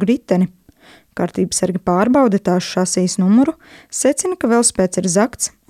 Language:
Latvian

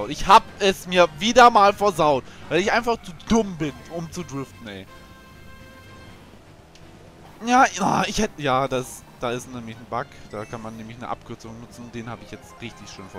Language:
German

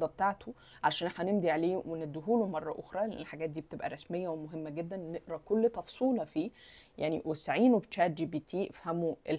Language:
Egyptian Arabic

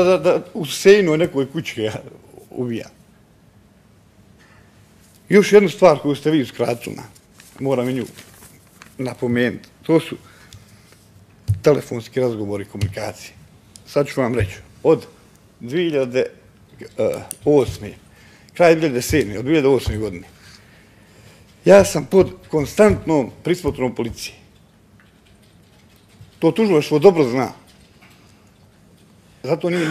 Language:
Bosnian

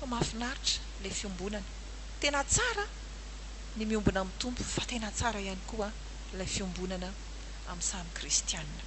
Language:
Malagasy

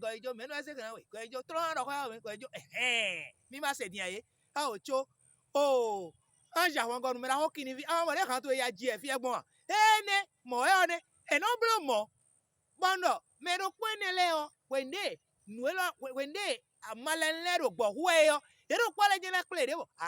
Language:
Fon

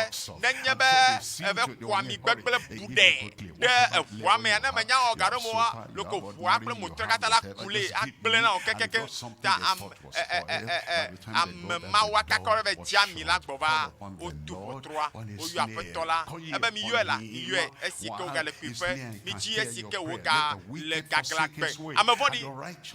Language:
Ewe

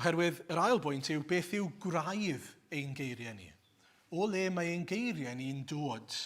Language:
Welsh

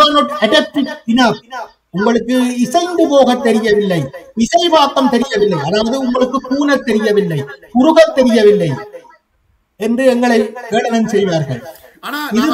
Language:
Tamil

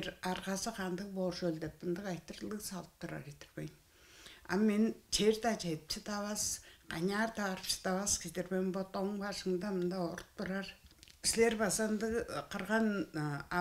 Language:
Tuvinian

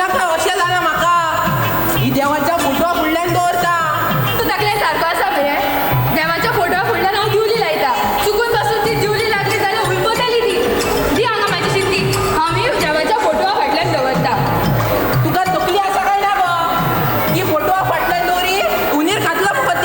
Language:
Konkani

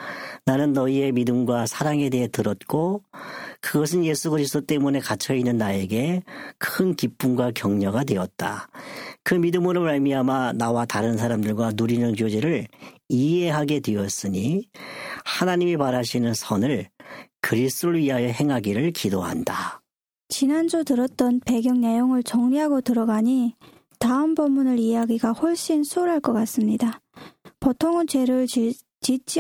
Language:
Korean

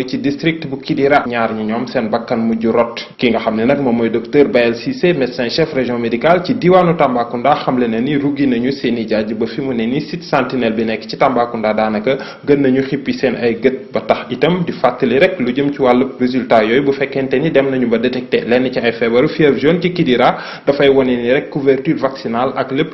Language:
Wolof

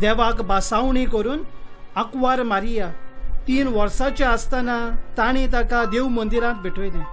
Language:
Konkani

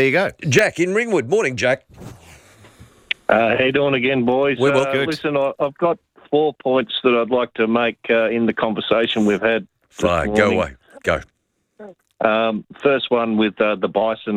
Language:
English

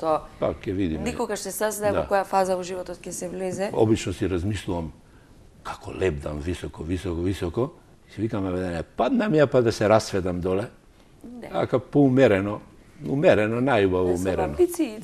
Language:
Macedonian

